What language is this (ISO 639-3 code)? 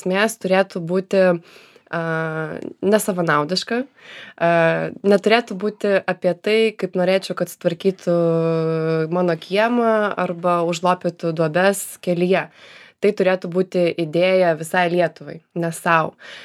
lit